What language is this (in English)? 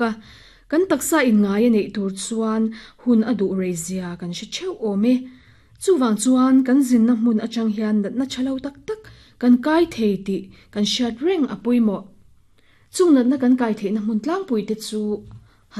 Mizo